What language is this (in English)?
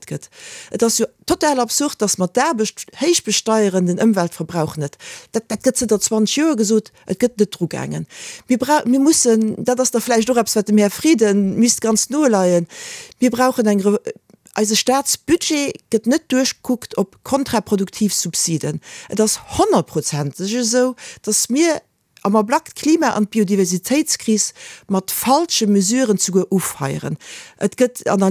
Luxembourgish